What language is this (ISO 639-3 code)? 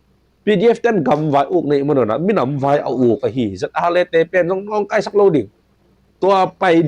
ctd